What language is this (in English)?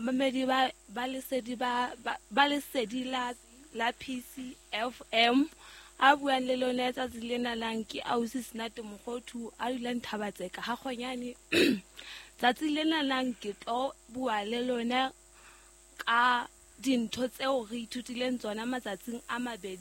Southern Sotho